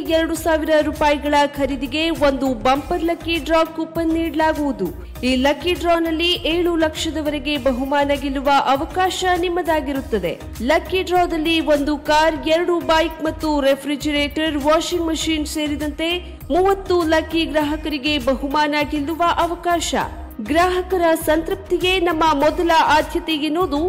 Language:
Kannada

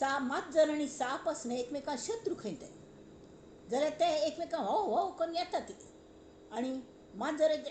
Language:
Konkani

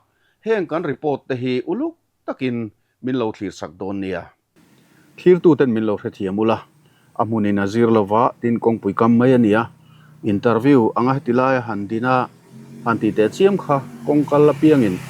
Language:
Mizo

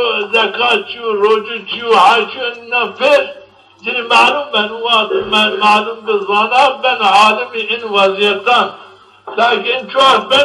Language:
Zaza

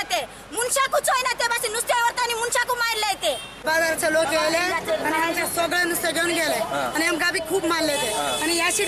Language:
Konkani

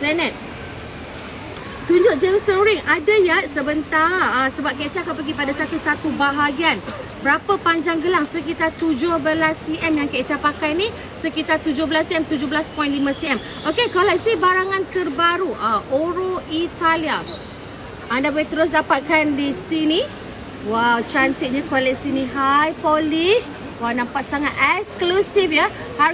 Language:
Malay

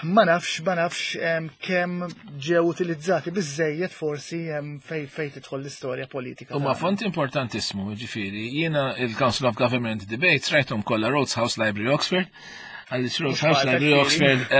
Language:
Maltese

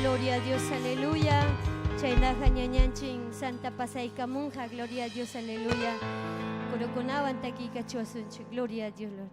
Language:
Ayacucho Quechua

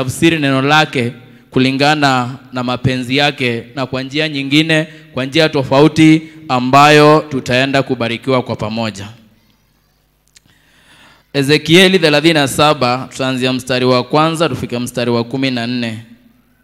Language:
Swahili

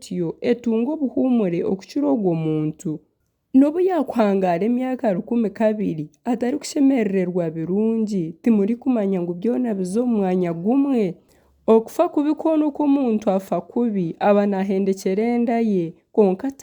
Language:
Nyankole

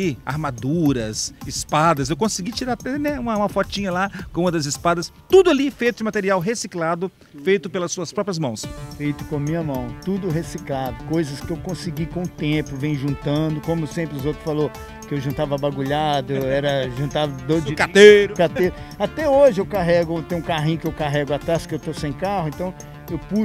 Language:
Portuguese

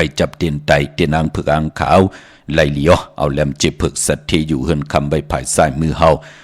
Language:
Shan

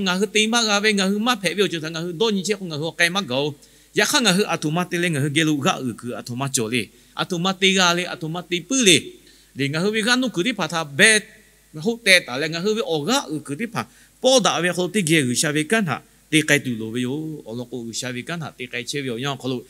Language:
Lahu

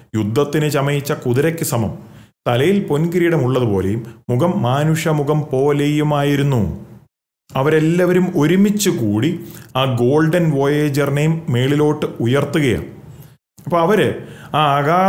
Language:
Malayalam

